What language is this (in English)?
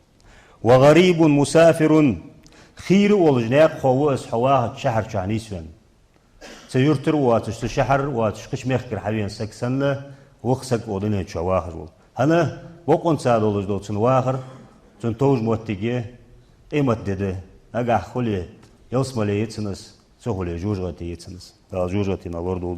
Ingush